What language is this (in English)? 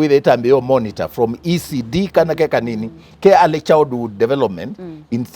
Kamba